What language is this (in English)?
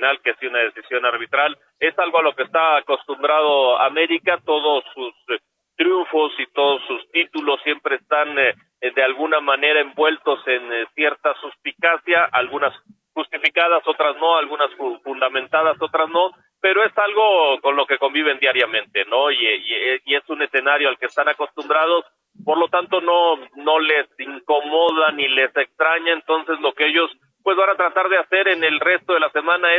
Spanish